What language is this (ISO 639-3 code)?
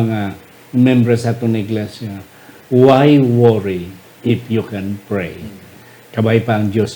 hil